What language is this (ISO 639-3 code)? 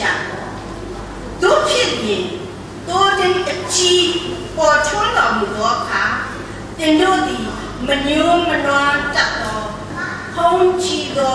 mya